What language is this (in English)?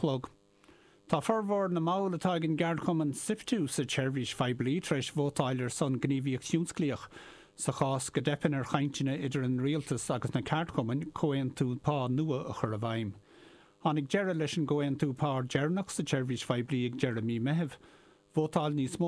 Irish